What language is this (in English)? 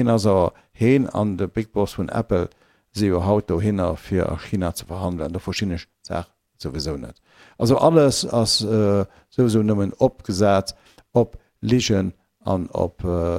Luxembourgish